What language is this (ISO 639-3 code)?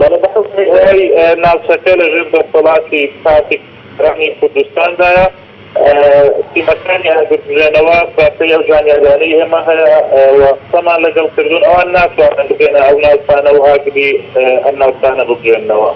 ckb